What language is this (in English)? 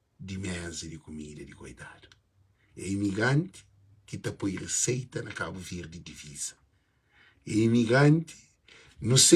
Kabuverdianu